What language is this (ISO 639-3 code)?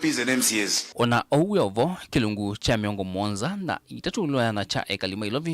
kam